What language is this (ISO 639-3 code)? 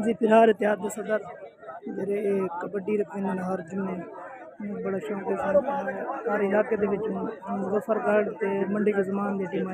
skr